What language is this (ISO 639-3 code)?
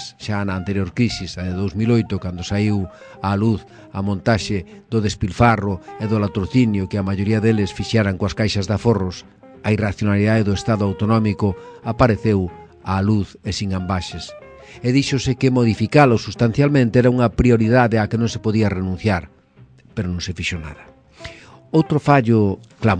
glg